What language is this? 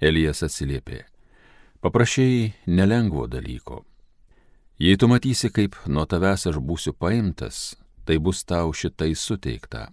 Lithuanian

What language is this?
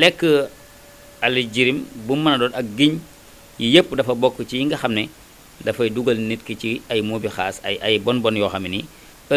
Wolof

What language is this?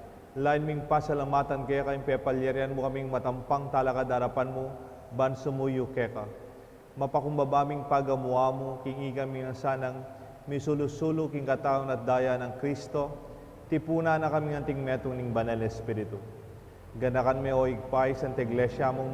Pampanga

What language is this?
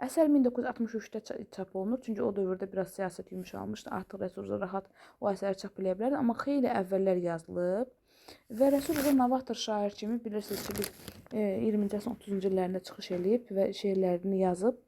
Azerbaijani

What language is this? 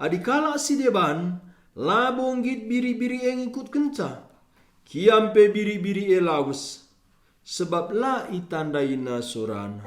Batak Karo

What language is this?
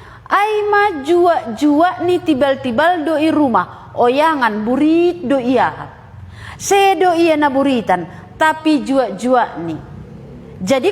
Batak Simalungun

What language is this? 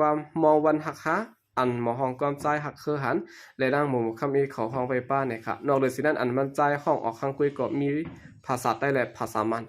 Shan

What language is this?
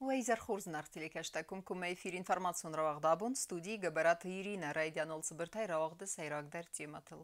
Ossetic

